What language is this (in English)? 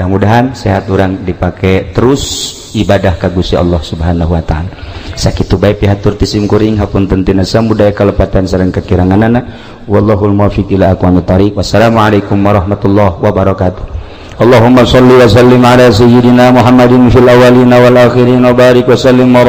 Sundanese